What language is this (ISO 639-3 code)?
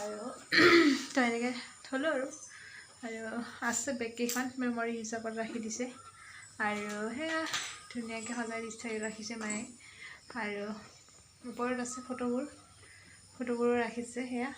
asm